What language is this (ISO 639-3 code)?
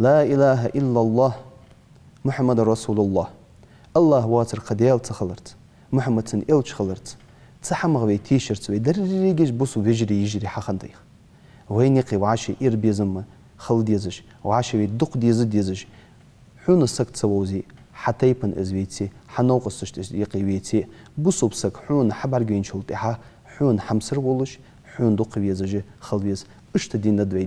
inh